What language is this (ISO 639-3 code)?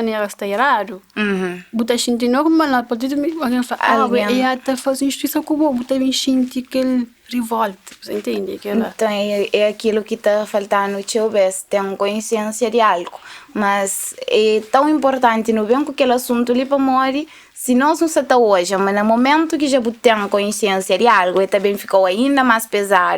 kea